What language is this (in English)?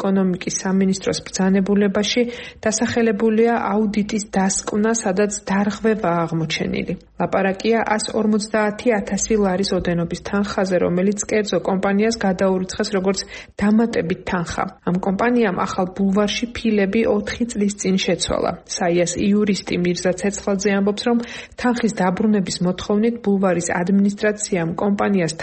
Georgian